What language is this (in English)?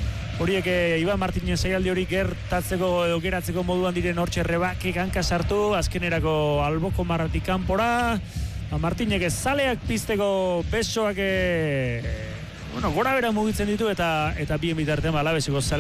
Basque